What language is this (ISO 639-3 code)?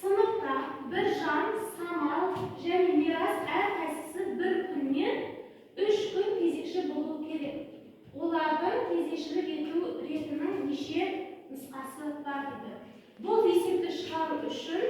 kaz